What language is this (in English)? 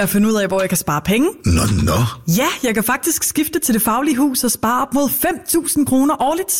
Danish